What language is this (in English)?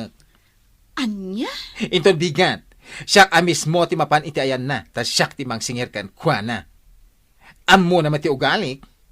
Iloko